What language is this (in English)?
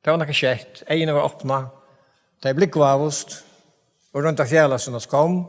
Faroese